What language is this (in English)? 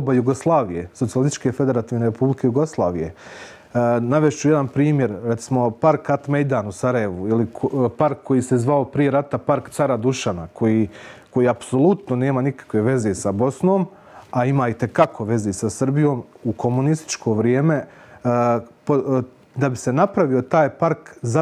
Bosnian